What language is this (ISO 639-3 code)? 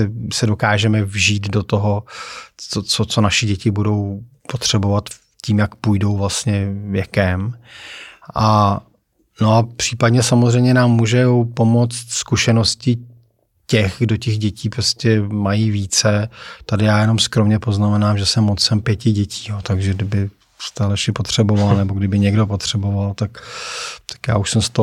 ces